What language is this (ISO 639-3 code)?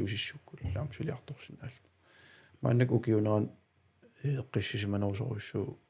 kal